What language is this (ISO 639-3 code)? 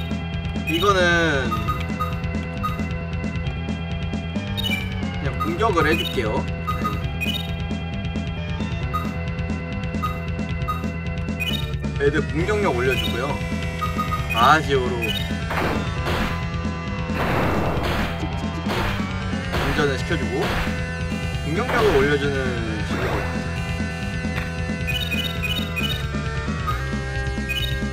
kor